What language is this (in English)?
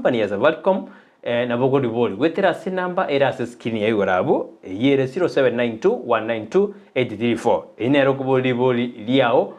Gusii